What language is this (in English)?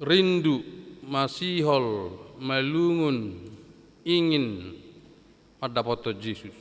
Batak Toba